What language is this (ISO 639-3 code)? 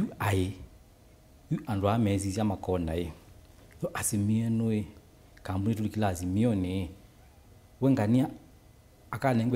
kam